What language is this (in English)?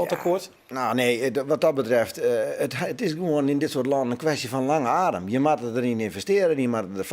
Western Frisian